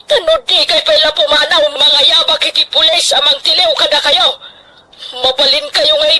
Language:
Iloko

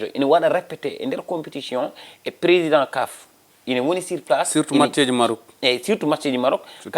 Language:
Fula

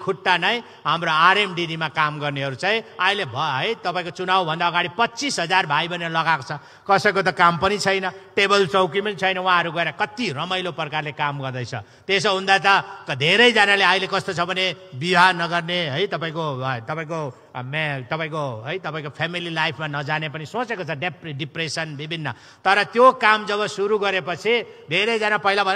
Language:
Nepali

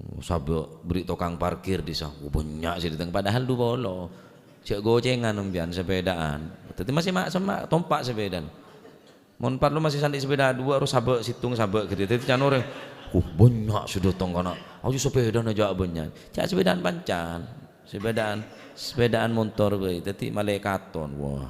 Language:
Madurese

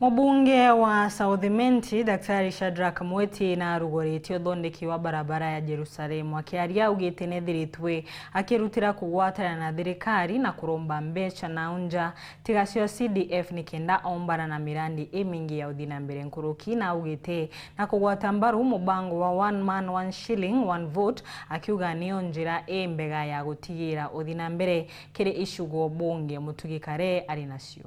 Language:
Meru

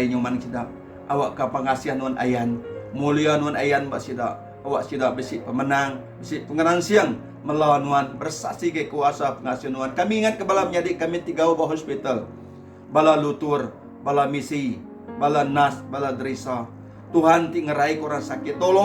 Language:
Iban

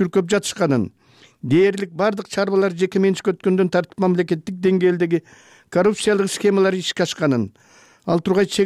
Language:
Kyrgyz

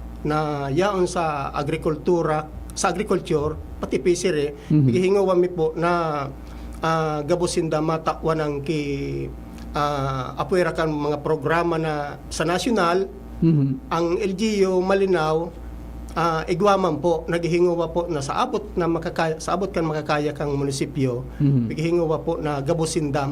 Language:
Bikol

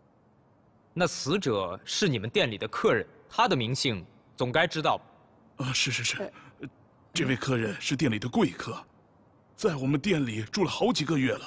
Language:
Chinese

